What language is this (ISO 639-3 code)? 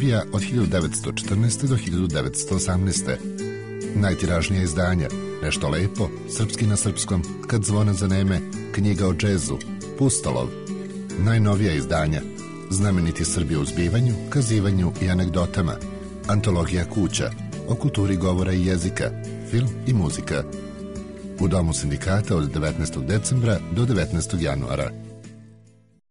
srp